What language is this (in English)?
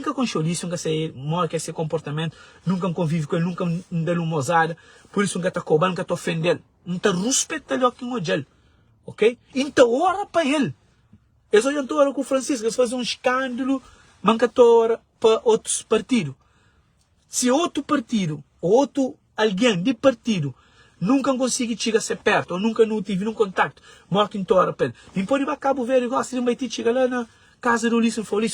Kabuverdianu